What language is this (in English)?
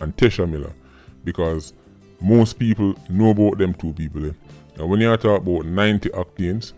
Jamaican Creole English